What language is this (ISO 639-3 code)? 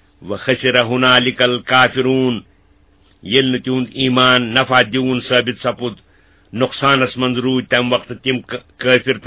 kas